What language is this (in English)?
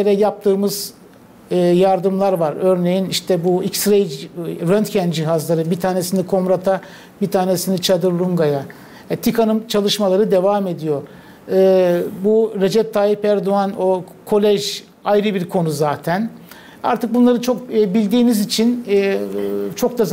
Gagauz